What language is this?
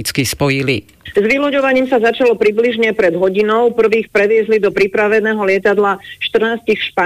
Slovak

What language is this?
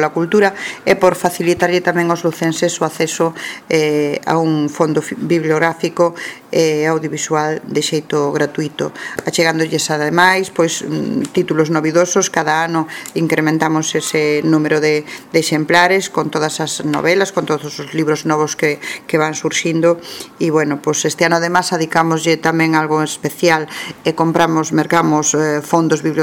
Galician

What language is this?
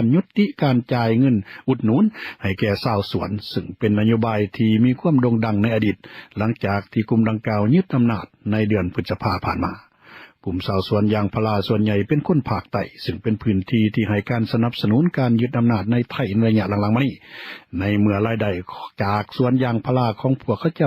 Lao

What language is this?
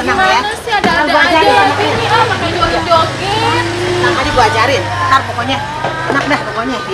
Betawi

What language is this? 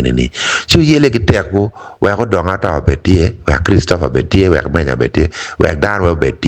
Acoli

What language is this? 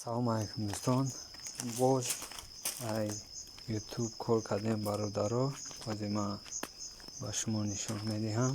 Tajik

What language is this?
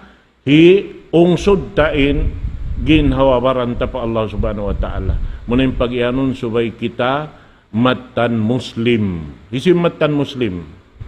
Tausug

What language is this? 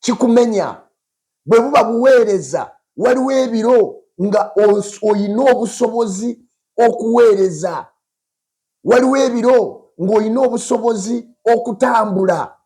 Ganda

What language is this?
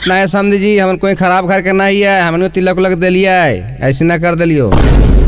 Magahi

